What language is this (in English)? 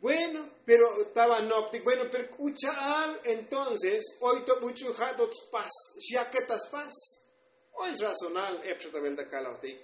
Tzotzil